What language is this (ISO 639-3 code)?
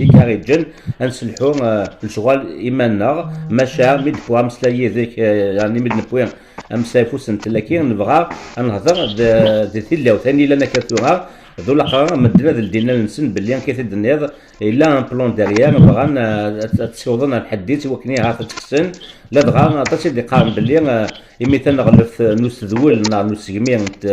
kab